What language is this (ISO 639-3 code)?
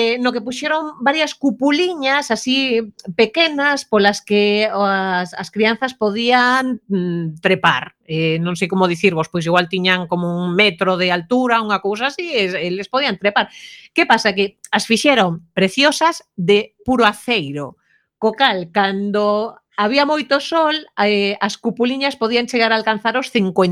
glg